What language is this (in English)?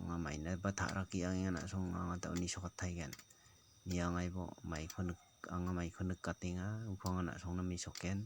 Garo